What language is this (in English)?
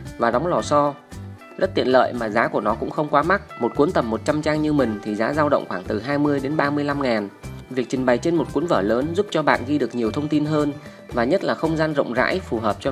Vietnamese